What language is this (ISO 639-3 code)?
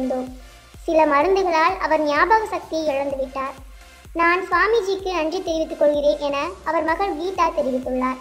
tam